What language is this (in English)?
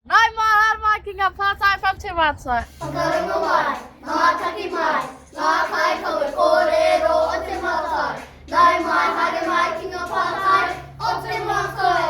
Māori